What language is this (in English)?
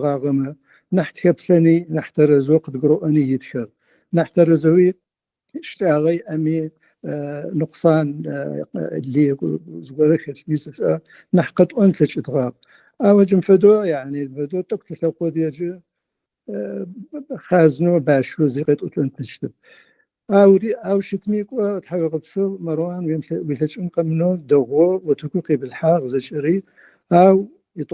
Adyghe